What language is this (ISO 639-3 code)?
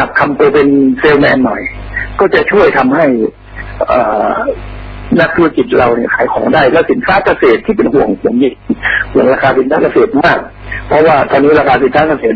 tha